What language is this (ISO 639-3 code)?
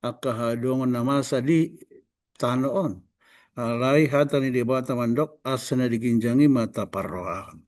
bbc